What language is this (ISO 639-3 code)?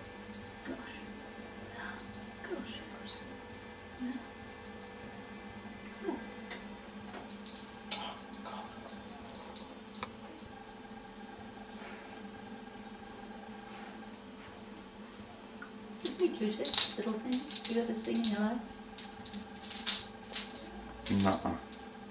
eng